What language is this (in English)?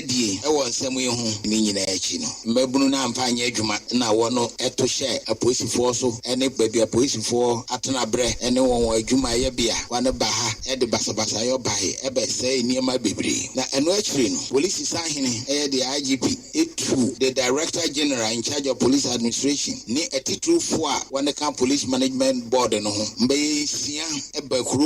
Akan